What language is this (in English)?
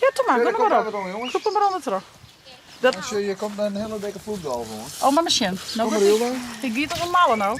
Western Frisian